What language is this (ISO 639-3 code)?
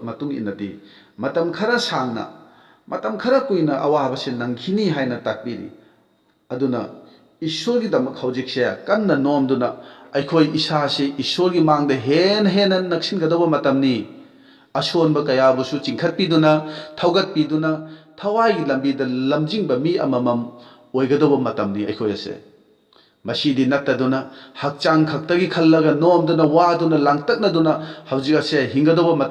mni